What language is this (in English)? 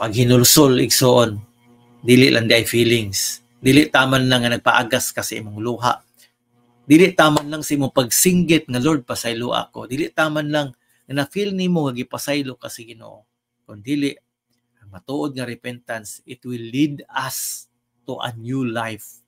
Cebuano